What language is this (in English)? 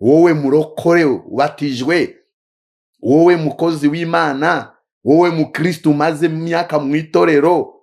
Kinyarwanda